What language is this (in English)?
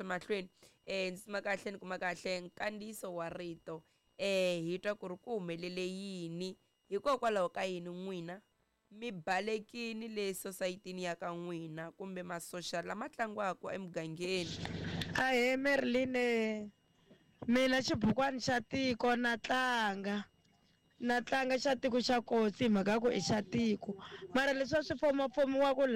Tsonga